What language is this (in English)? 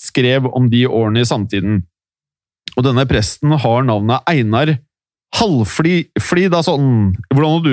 Norwegian